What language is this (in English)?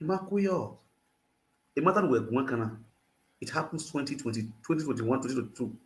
Nigerian Pidgin